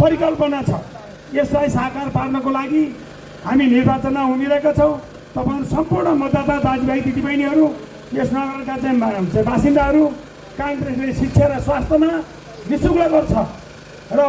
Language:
Nepali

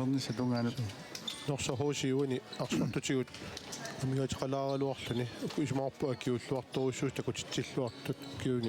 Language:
Kalaallisut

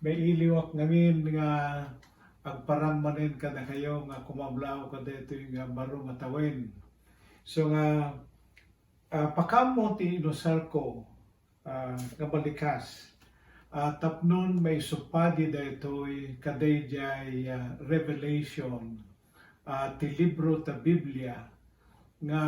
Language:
Iloko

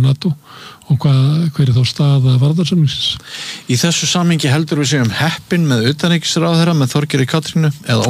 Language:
Icelandic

